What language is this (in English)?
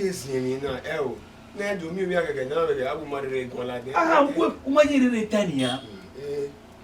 Bini